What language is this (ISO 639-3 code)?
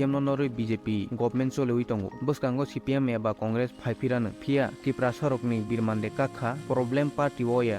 trp